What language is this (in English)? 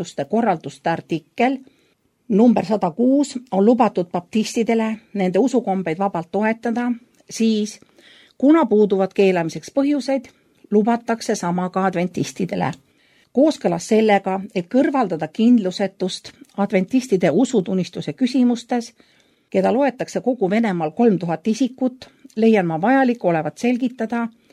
Estonian